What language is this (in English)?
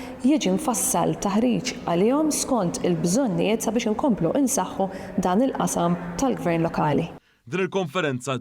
Maltese